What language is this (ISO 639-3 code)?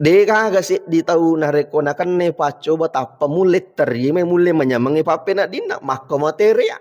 bug